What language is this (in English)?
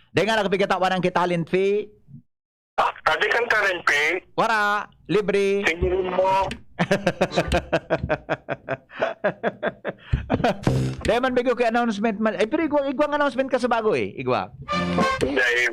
Bikol